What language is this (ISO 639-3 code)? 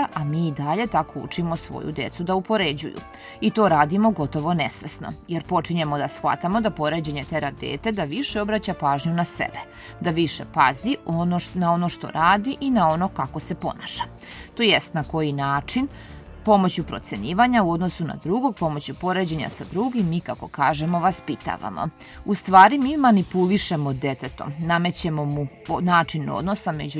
srp